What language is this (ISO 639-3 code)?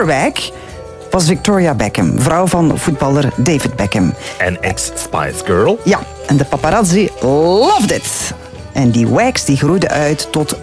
nld